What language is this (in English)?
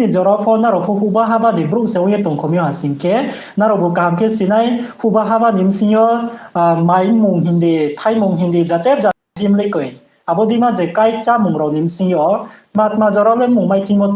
Riang (India)